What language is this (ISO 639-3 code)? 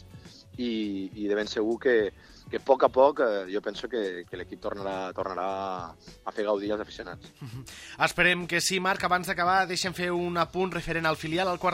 cat